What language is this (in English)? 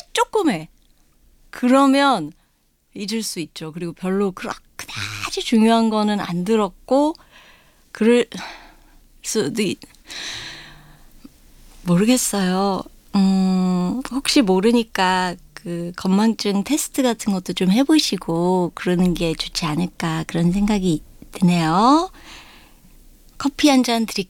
Korean